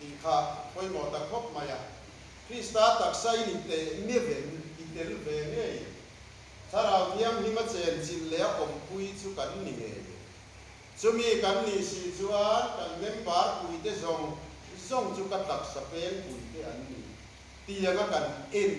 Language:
Mizo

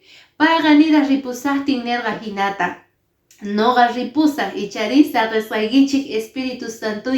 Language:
Quechua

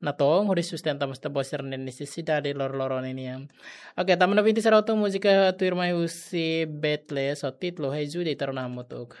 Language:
Tetum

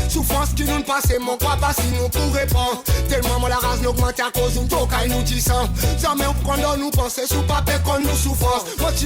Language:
Seselwa Creole French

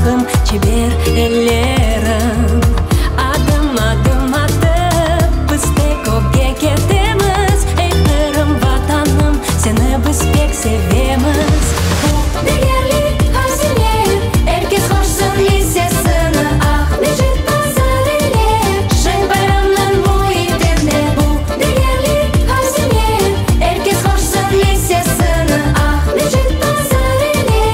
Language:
Crimean Tatar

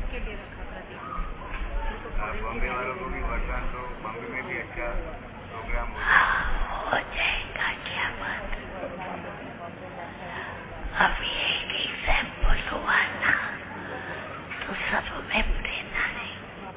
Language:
Hindi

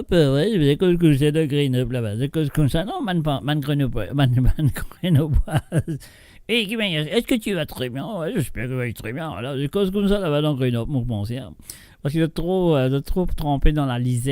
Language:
Morisyen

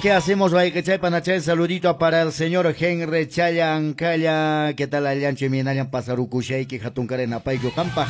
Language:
Quechua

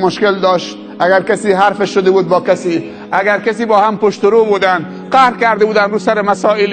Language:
Persian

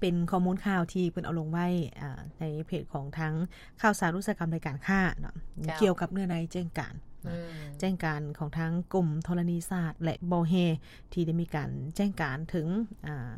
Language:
Lao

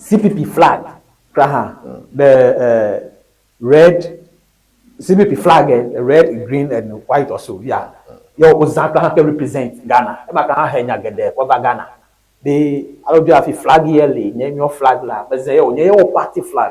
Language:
Ewe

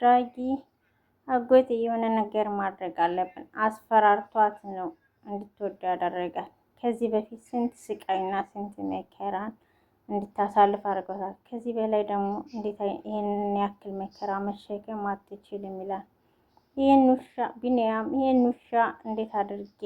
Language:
Amharic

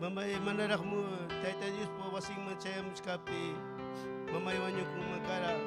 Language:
Ayacucho Quechua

